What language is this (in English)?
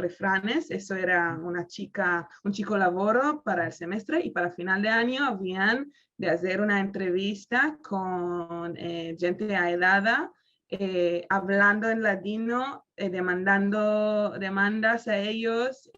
Ladino